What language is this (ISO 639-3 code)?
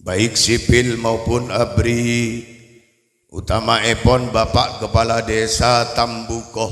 mad